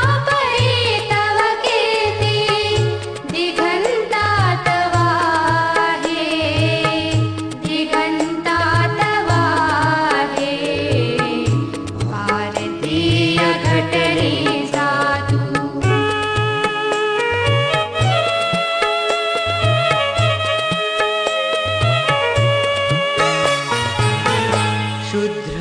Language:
Marathi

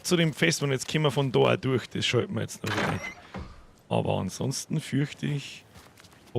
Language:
Bavarian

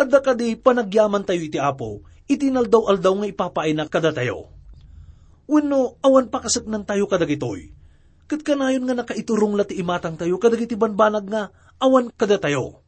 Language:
Iloko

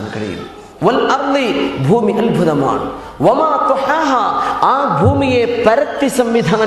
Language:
Malayalam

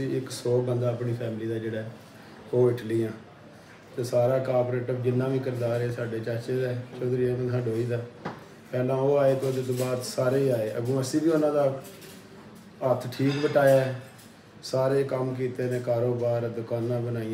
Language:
Punjabi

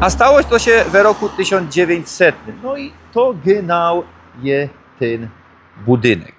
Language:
Silesian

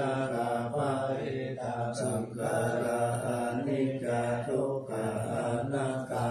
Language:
Pali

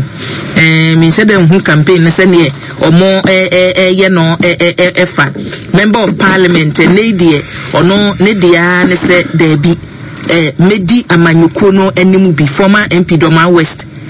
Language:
Akan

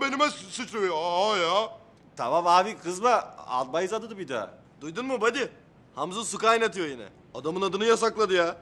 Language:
Turkish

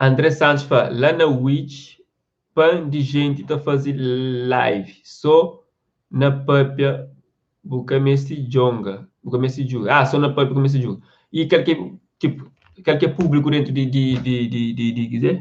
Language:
Kabuverdianu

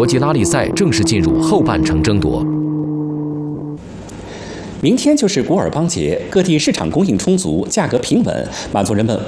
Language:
Chinese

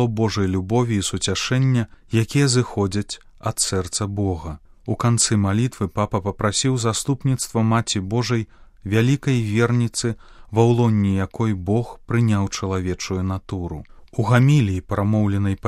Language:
Belarusian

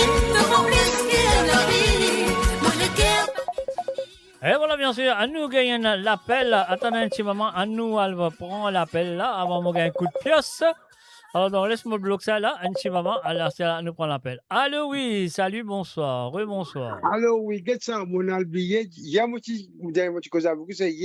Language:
Morisyen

